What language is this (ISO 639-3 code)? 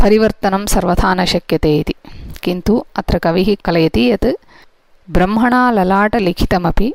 san